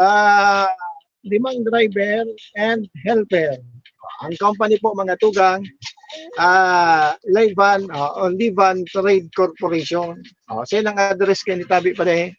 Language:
Bikol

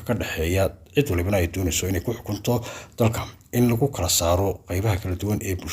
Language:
Somali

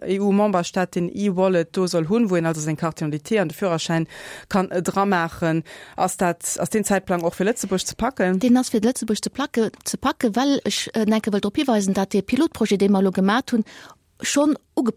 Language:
Luxembourgish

